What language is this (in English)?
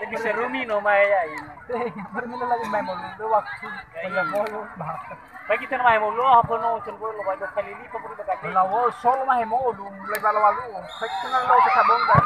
Nias